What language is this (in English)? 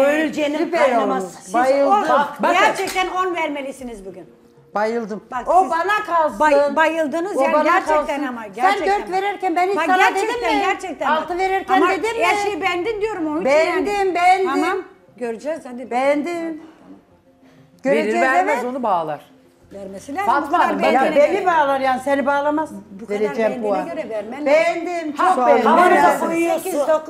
Turkish